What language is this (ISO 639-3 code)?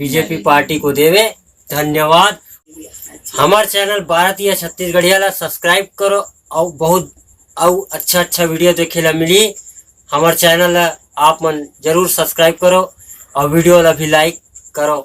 hne